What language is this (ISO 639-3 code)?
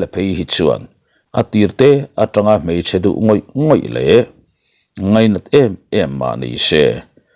lus